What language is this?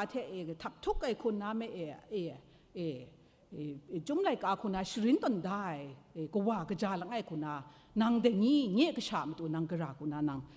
Kachin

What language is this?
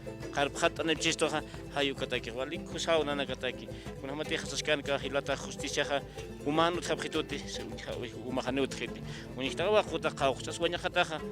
Aymara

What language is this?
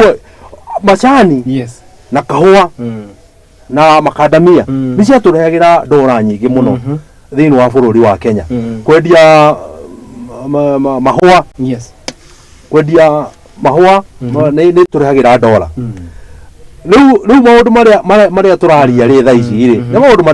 Kikuyu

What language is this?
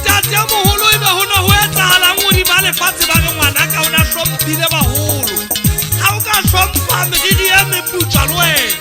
Southern Sotho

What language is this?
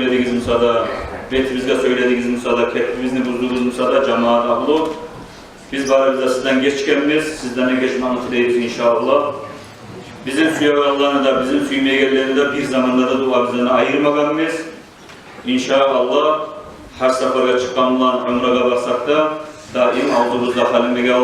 Kumyk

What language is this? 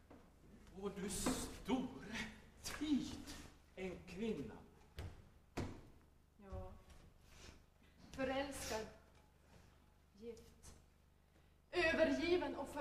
Swedish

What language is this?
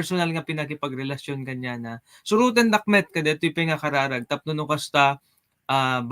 Iloko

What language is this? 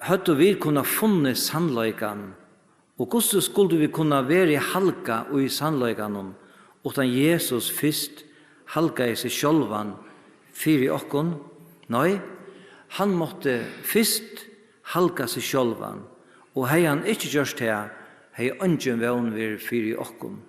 Faroese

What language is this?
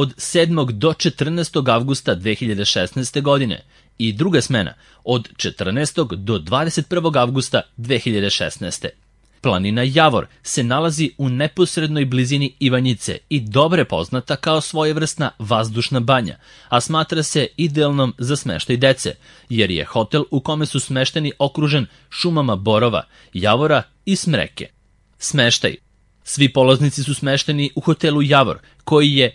Serbian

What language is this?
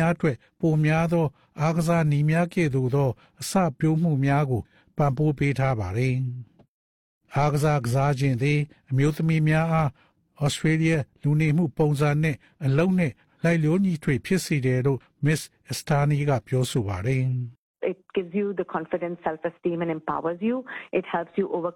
Burmese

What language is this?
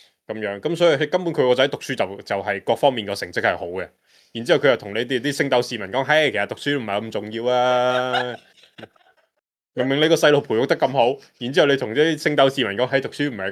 Cantonese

